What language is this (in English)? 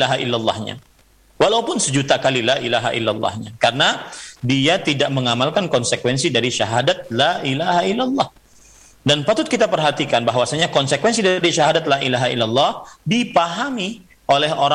Indonesian